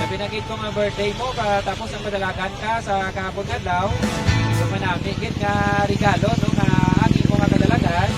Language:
Hiligaynon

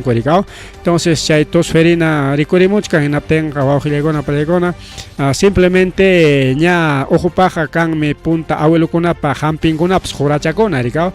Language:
Ayacucho Quechua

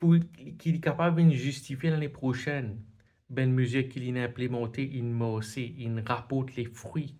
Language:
Morisyen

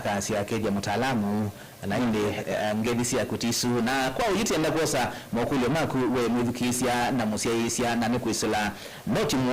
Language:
Kamba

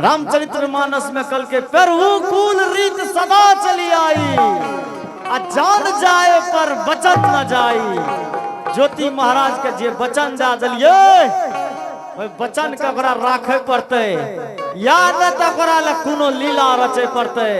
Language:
Angika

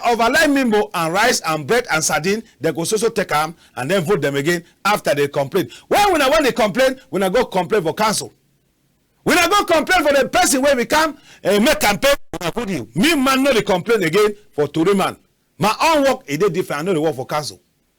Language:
Cameroon Pidgin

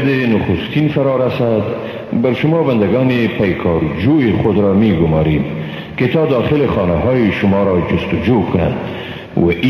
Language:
Persian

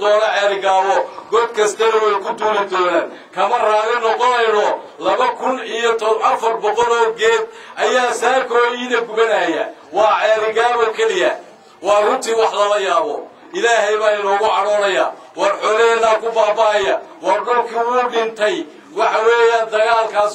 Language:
Somali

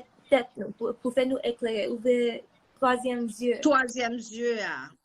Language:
Haitian Creole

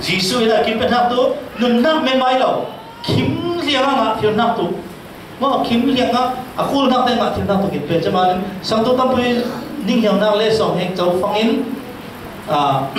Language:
Falam Chin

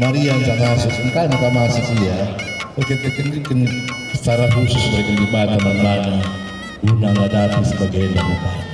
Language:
Batak Karo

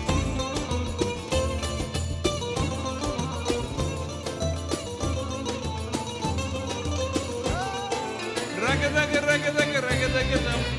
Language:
Turkish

